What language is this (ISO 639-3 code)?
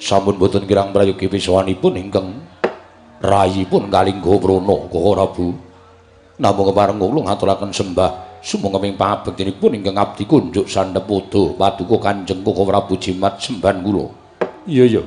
jav